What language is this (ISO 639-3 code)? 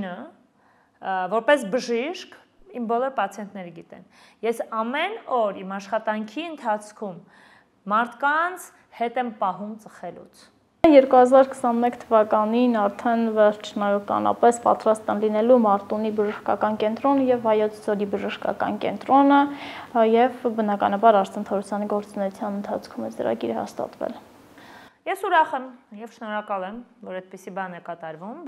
hye